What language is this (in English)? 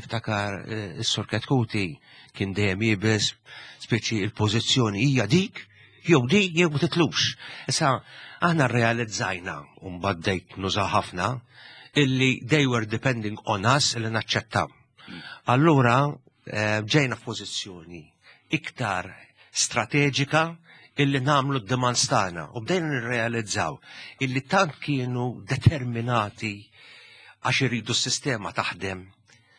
Maltese